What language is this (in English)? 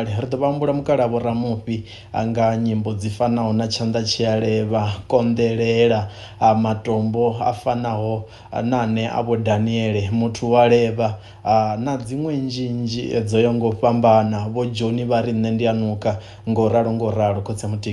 Venda